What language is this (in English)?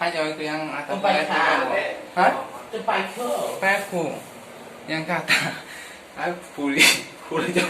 Kok Borok